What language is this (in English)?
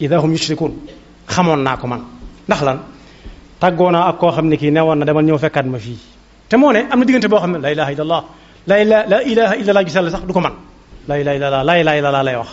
Wolof